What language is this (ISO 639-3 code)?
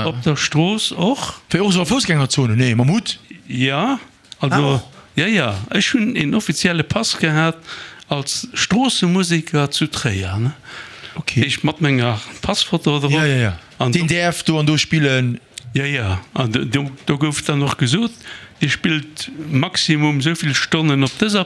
ltz